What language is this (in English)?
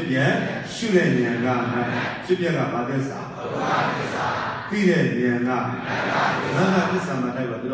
Burmese